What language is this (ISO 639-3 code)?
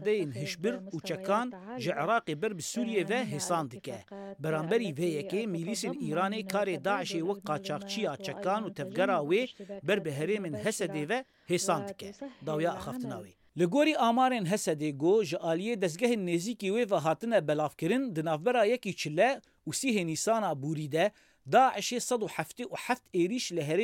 kur